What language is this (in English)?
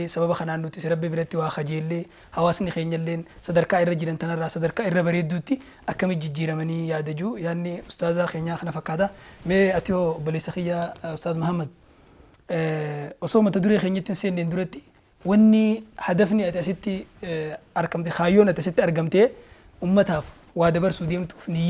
Oromo